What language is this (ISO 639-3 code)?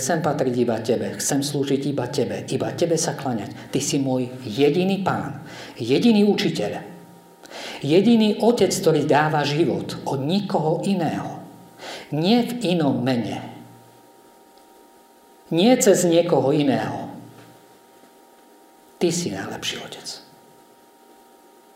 slk